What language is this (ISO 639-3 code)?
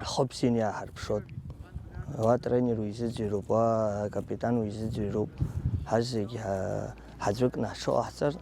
abk